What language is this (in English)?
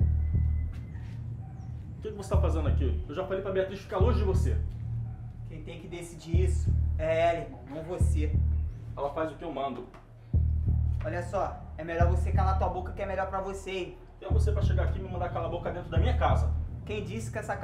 Portuguese